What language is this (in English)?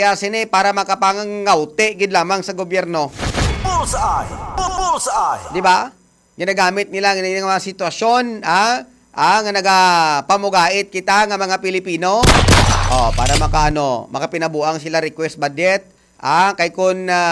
Hiligaynon